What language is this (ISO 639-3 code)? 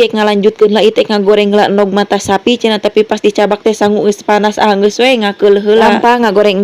sun